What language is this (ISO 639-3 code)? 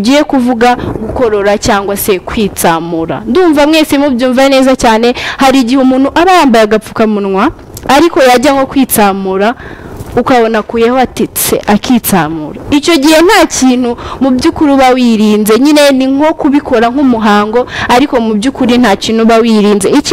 kin